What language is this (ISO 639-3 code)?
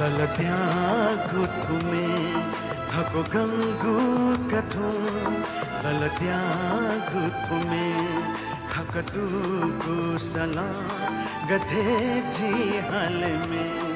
new